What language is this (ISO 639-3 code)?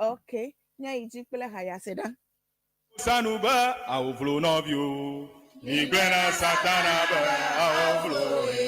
ewe